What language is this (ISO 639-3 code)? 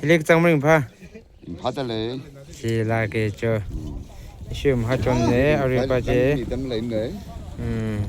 nmf